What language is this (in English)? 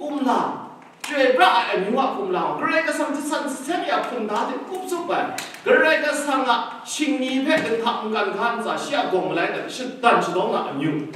Kachin